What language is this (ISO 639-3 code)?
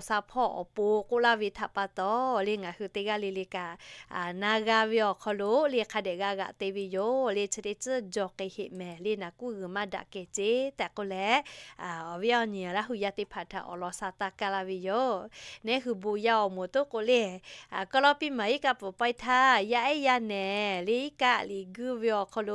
lhu